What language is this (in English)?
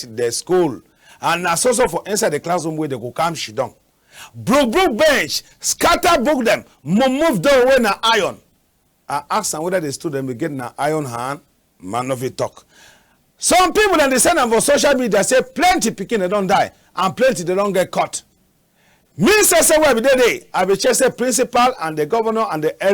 Cameroon Pidgin